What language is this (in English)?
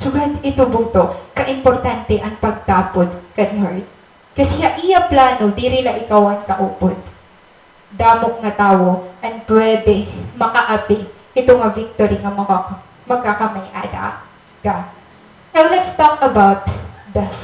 Waray